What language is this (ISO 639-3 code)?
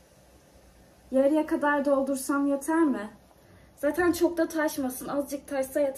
tur